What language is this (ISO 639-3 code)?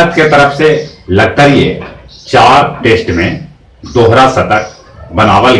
mag